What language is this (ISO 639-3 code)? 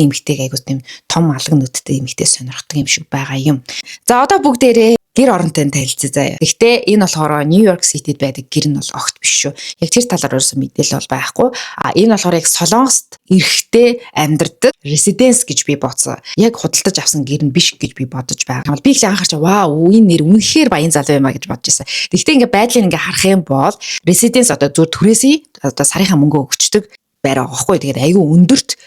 mon